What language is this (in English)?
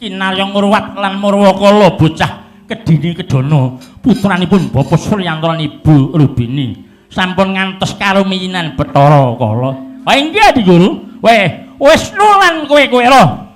Javanese